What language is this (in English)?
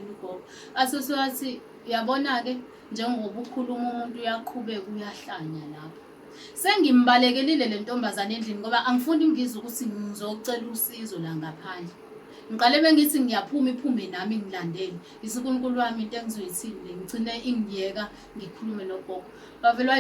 Zulu